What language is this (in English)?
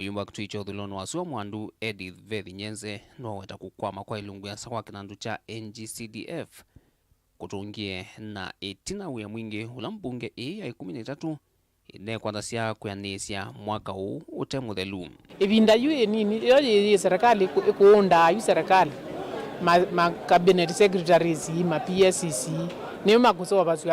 Kamba